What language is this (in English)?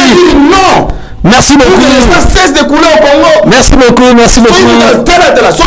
Lingala